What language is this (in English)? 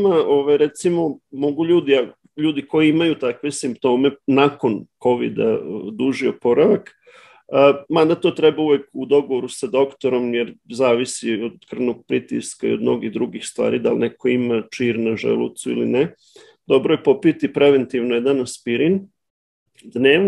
Serbian